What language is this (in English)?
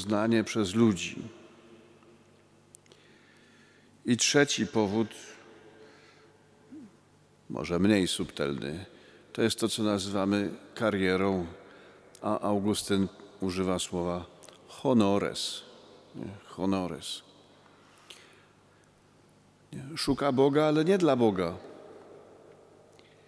Polish